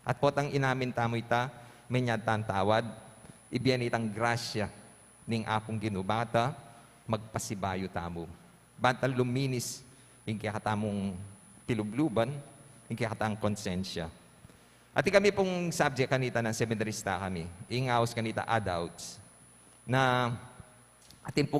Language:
Pampanga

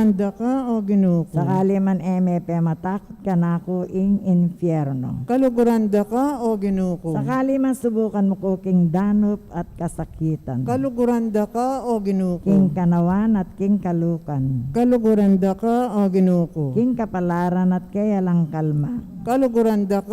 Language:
Pampanga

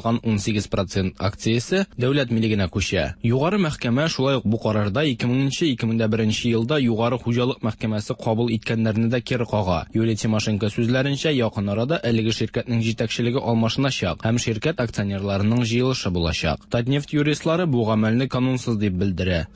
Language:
Tatar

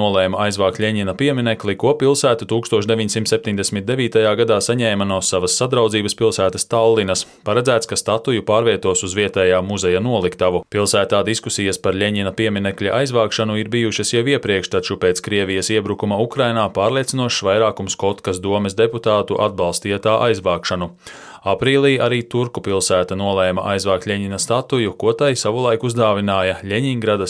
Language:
Latvian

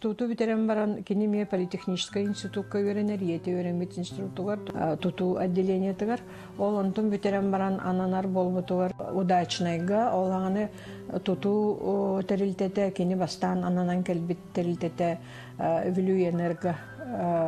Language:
Yakut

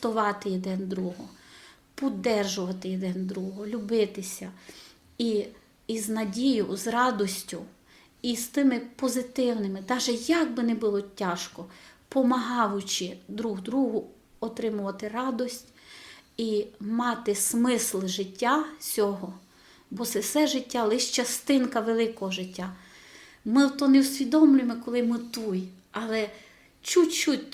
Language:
Rusyn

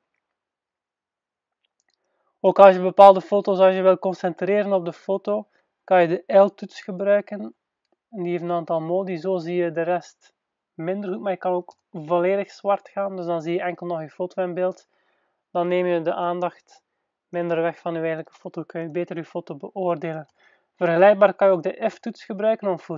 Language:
Dutch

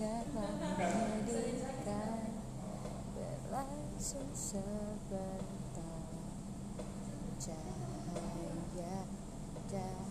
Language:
Indonesian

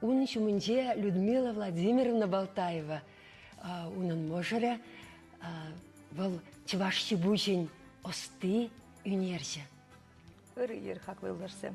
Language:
Chuvash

